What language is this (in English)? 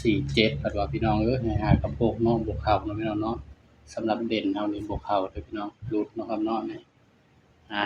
Northeastern Thai